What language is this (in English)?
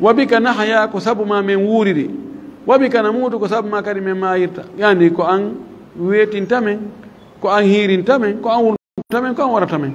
Fula